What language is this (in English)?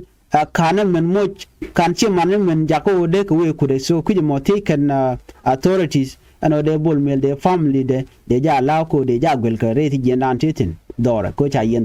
Nuer